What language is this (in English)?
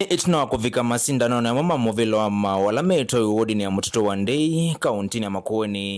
Kamba